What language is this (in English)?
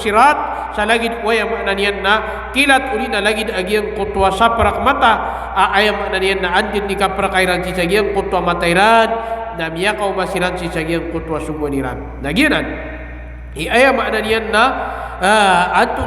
Maranao